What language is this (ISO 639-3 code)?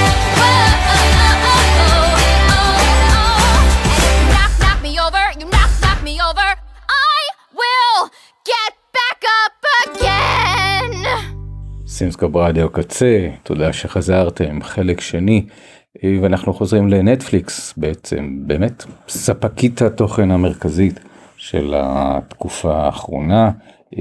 heb